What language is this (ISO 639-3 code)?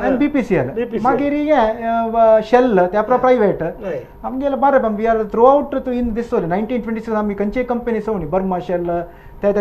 kok